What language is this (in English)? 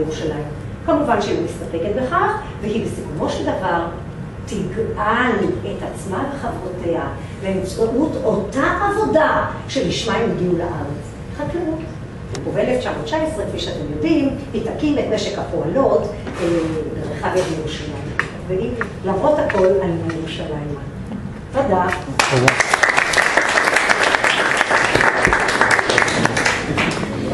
Hebrew